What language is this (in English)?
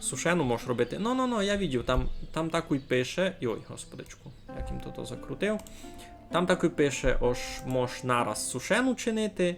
Rusyn